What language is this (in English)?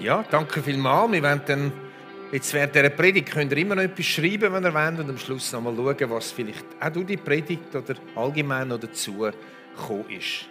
Swiss German